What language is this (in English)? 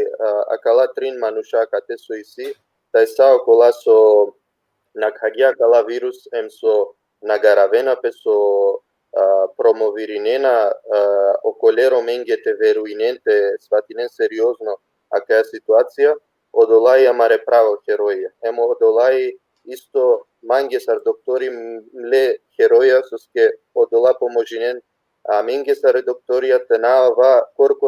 Balkan Romani